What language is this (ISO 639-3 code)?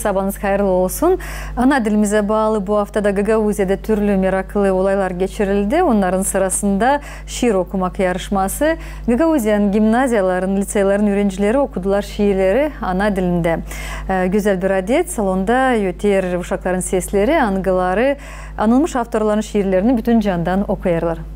gag